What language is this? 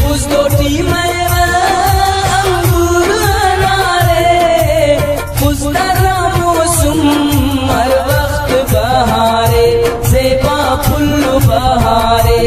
Brahui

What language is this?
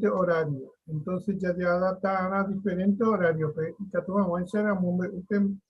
Guarani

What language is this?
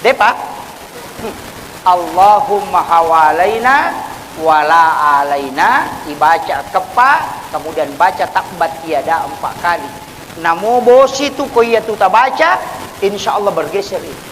Buginese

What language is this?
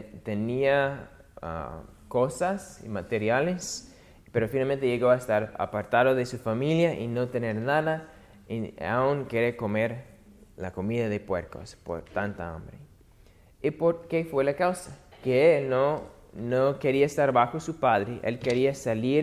Spanish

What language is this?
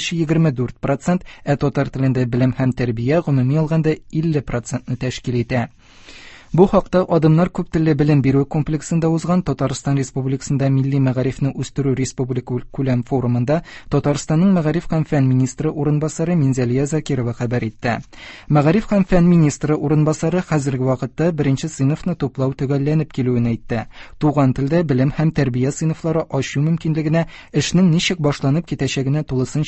Tatar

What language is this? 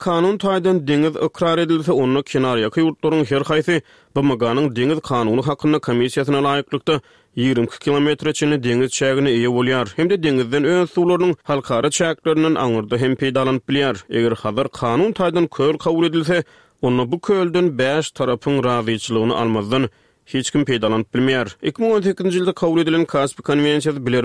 Turkmen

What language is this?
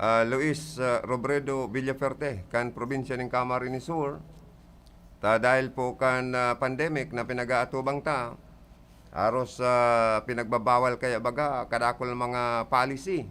Bikol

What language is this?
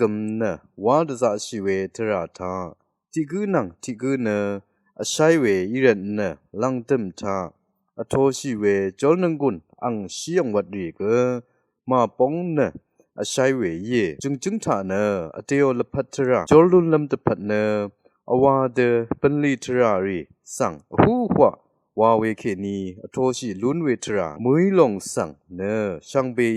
Rawang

